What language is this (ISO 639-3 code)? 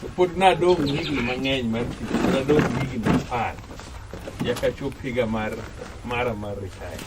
luo